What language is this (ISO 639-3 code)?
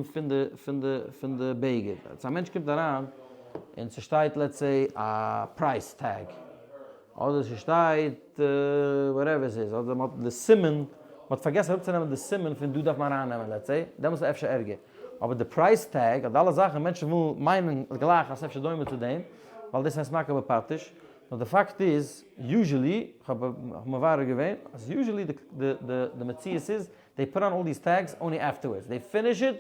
yid